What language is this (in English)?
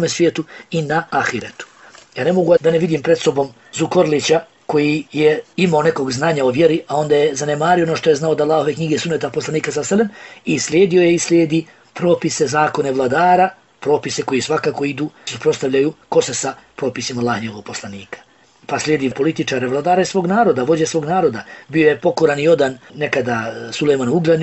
Bosnian